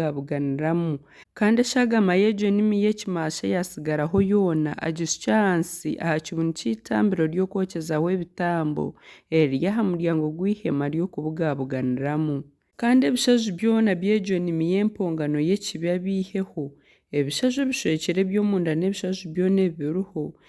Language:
Nyankole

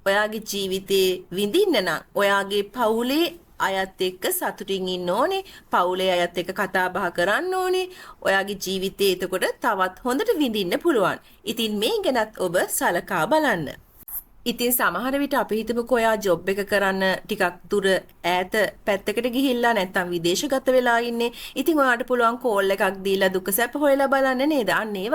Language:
Sinhala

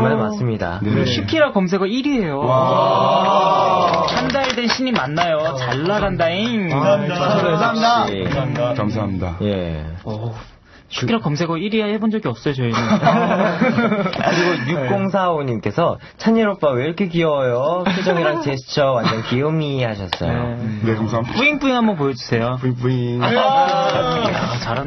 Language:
Korean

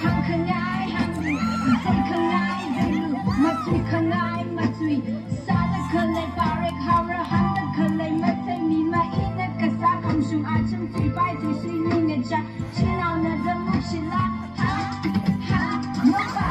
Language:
Tangkhul Naga (India)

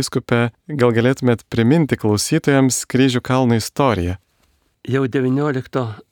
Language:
Lithuanian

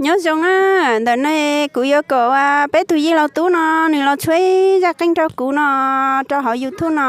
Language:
Hmong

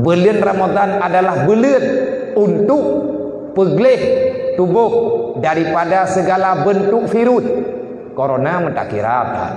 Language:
Achinese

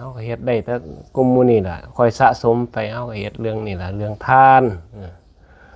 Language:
Northeastern Thai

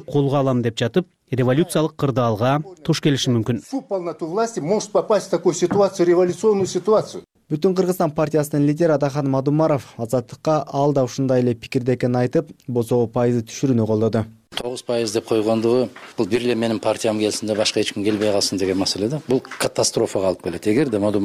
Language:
Kyrgyz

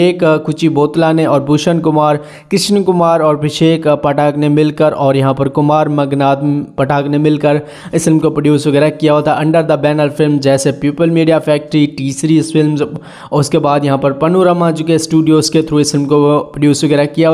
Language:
Hindi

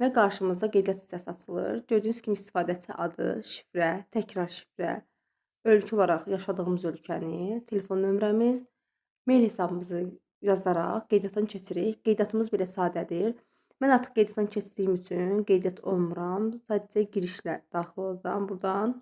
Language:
Azerbaijani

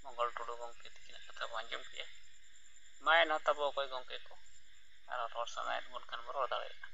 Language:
Santali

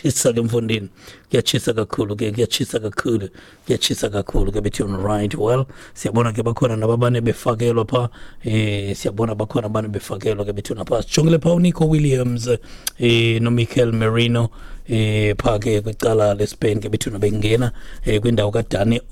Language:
Xhosa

